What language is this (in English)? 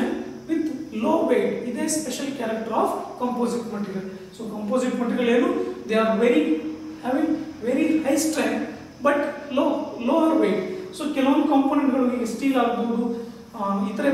Kannada